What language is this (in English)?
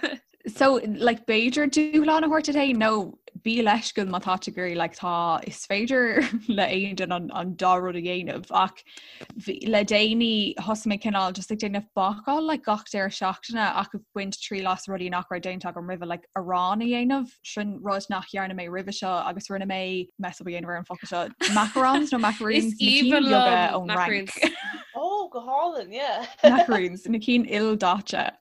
Irish